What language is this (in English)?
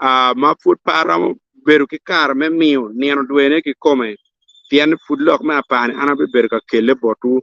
Acoli